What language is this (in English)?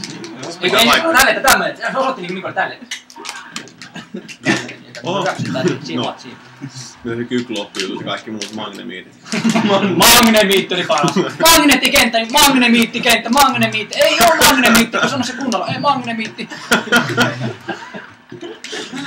Finnish